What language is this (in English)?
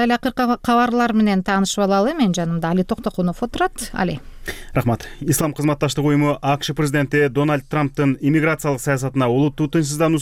Kyrgyz